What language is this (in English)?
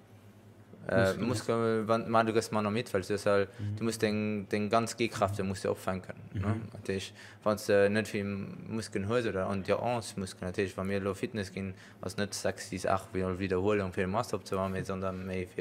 Luxembourgish